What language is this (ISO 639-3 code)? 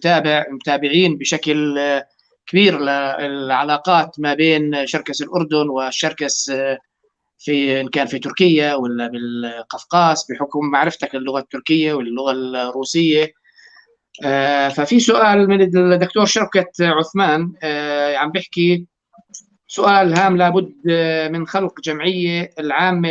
apc